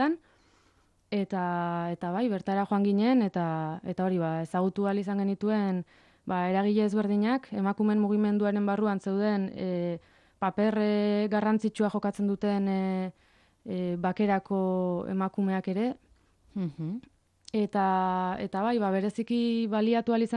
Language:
Basque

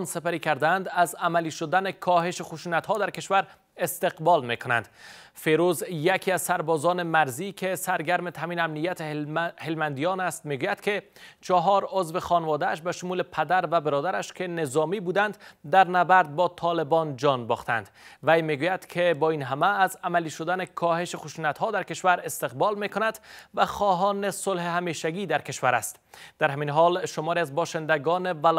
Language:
Persian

